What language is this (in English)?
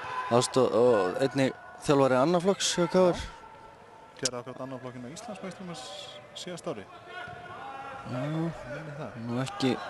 Icelandic